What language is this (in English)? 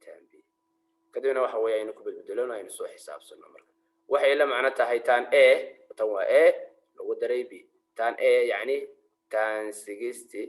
Somali